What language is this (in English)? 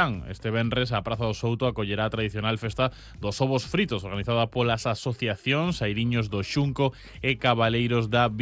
Galician